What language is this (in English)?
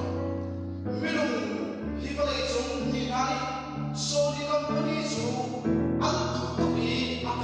Hakha Chin